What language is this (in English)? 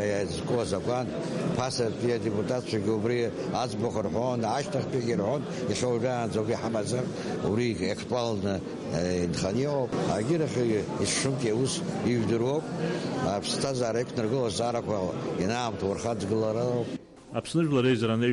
Abkhazian